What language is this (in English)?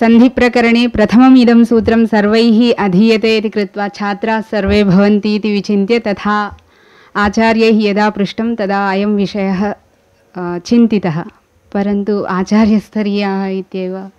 Sanskrit